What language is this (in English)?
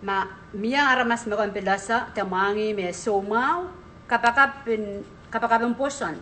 Pohnpeian